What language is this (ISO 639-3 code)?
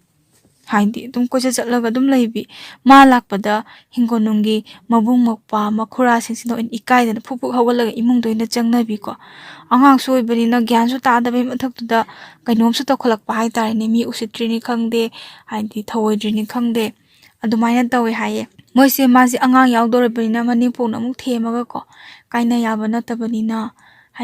mni